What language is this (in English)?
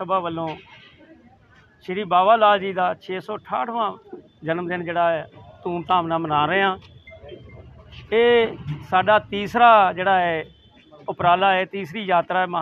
Punjabi